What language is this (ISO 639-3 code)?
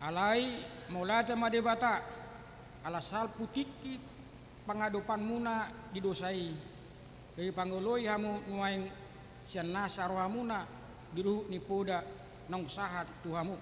bbc